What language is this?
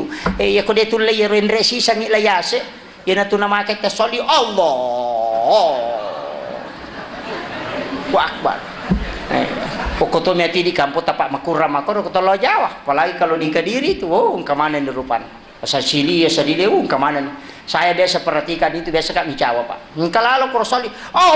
Buginese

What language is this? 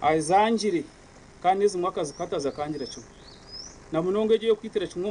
Nyankole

